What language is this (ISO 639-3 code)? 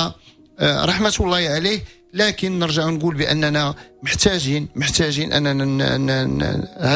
ary